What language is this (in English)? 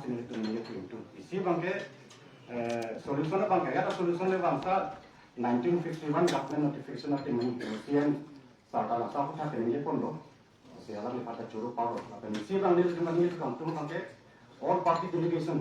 Karbi